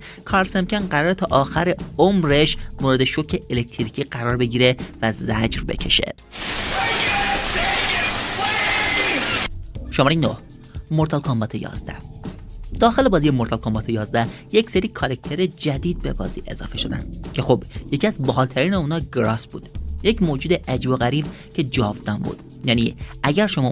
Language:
Persian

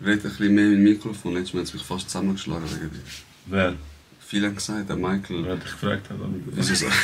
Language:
Swiss German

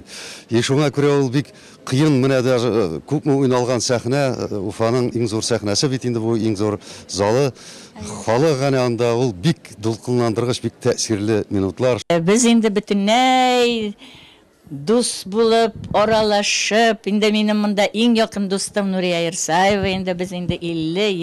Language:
Tatar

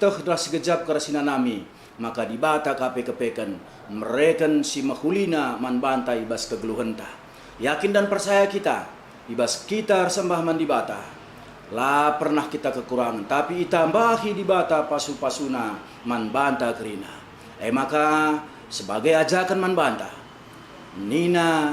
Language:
Batak Karo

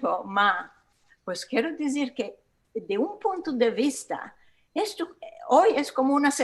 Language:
Ladino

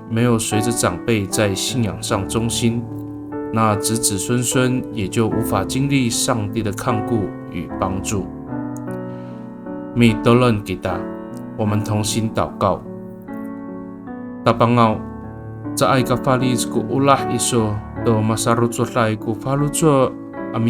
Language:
Amis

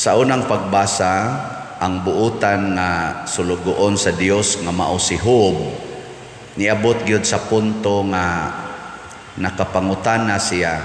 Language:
Cebuano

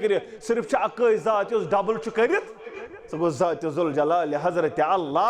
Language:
Kashmiri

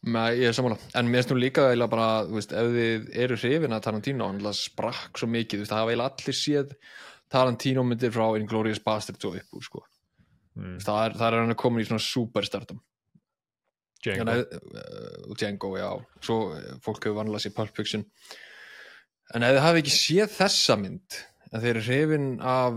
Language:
Icelandic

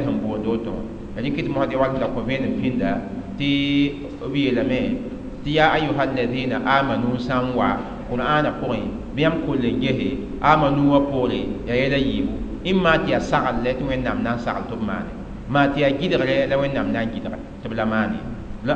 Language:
Mossi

